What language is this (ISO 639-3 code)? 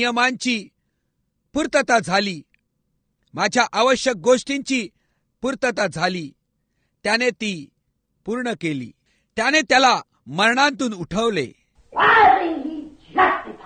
mar